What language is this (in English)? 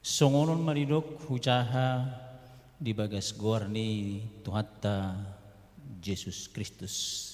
Batak Toba